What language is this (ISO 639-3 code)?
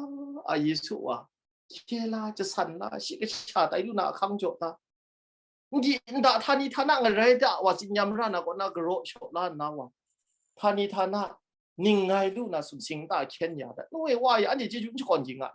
kac